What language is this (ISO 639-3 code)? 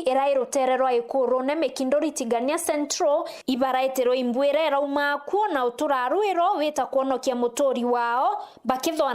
mer